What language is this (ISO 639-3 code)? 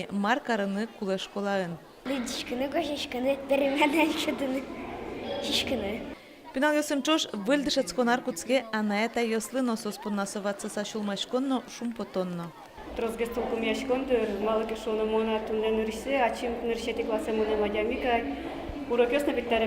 udm